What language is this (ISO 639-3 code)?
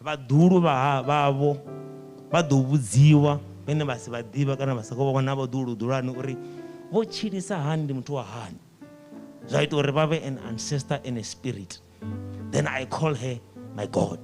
ven